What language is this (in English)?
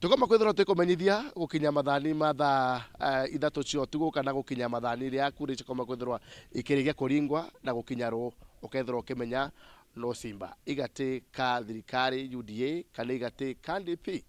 Meru